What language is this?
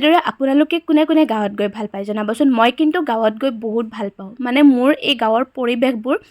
Assamese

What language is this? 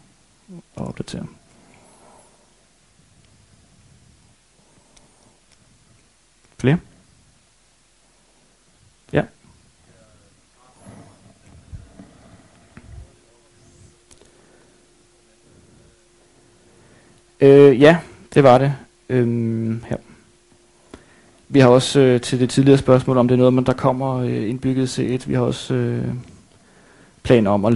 Danish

